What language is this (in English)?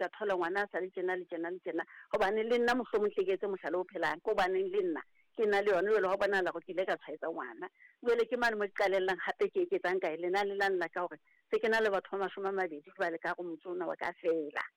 Southern Sotho